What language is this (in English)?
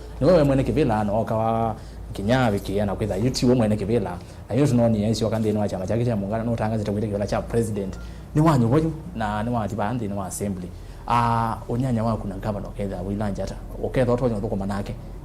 Kamba